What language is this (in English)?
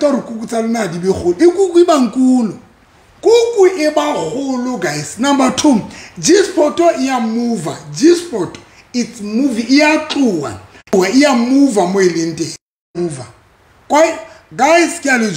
Southern Sotho